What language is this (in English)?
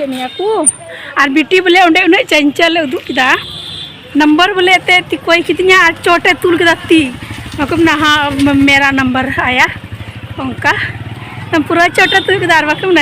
Santali